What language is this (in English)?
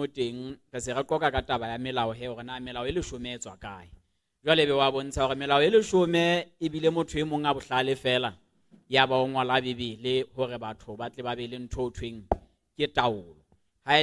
Southern Sotho